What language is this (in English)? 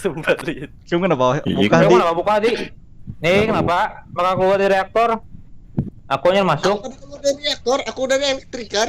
Banjar